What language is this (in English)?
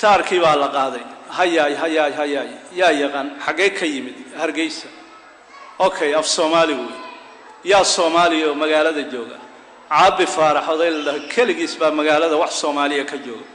Somali